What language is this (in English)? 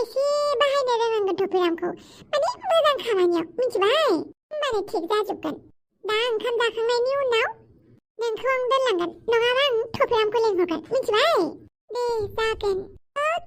Bodo